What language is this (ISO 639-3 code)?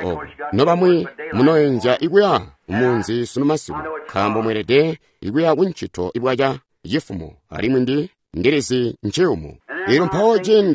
toi